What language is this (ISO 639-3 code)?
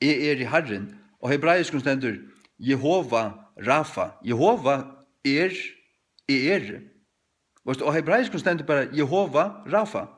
fao